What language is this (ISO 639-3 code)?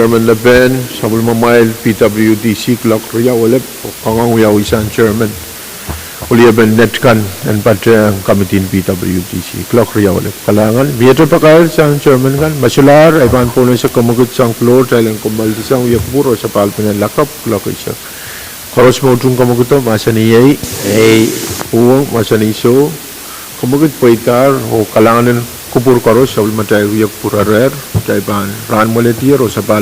pon